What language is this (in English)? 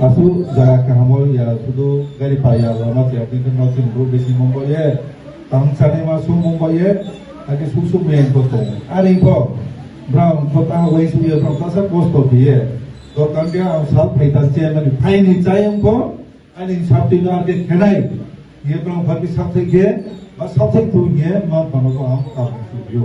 Riang (India)